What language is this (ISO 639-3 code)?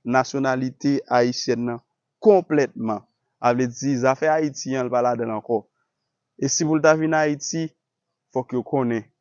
hat